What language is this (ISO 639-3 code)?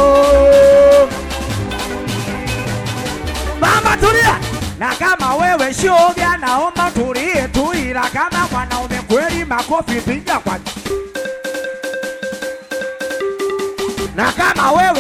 swa